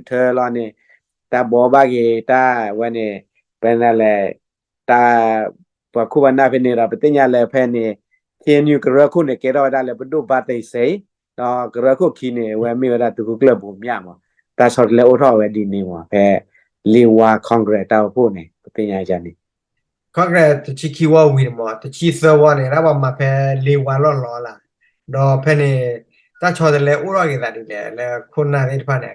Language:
S'gaw Karen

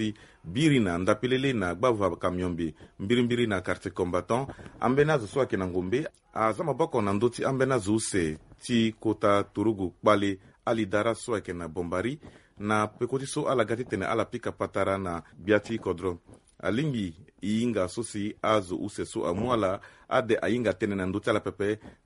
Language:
Sango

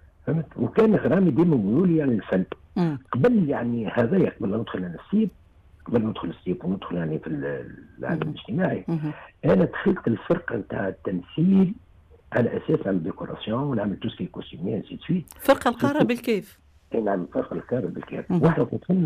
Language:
Tunisian Arabic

